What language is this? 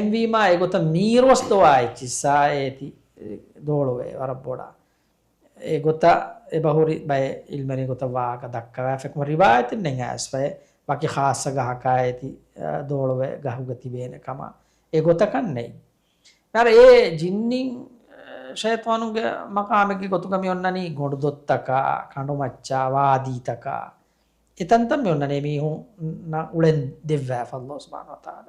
Divehi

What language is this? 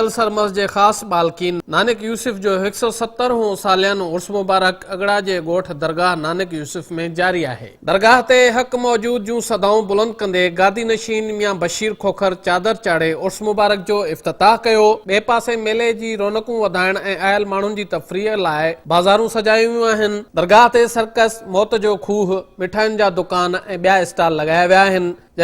Sindhi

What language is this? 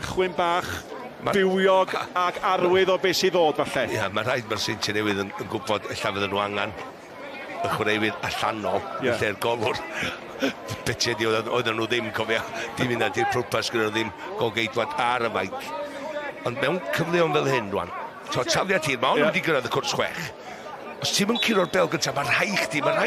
Welsh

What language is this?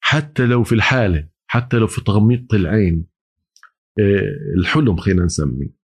North Levantine Arabic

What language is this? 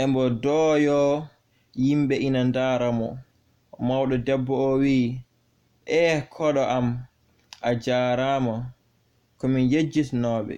Fula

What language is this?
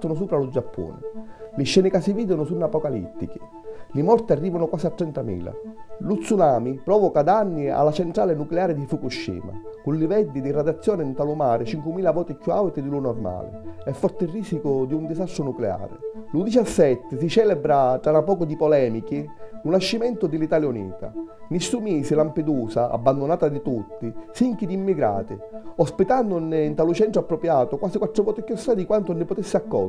Sicilian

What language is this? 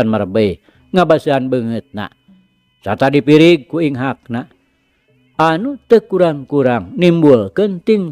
Sundanese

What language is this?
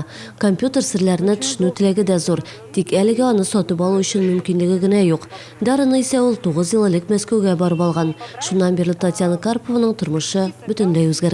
Tatar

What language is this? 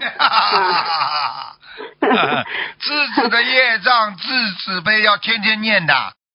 Chinese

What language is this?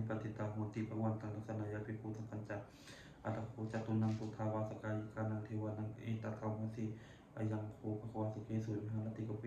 Pali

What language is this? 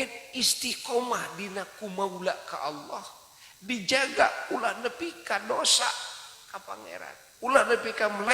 Sundanese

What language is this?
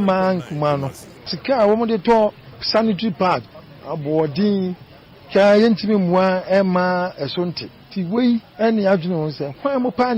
Akan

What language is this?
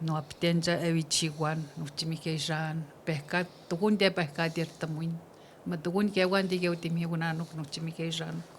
Atikamekw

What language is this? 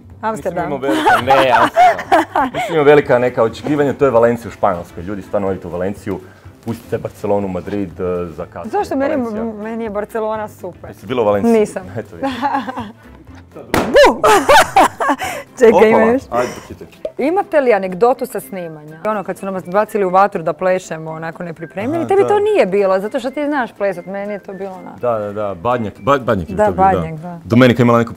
Croatian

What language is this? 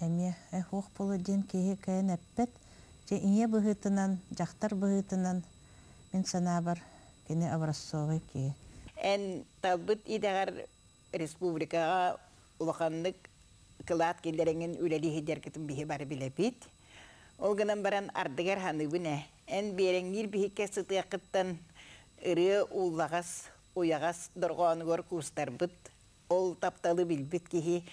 Yakut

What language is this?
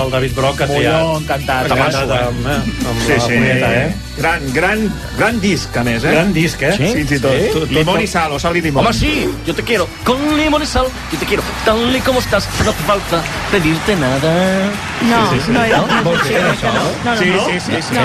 Catalan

